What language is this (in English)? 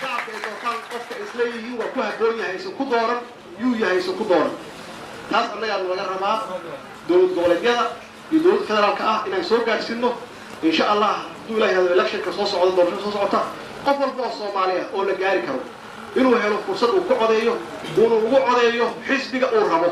Somali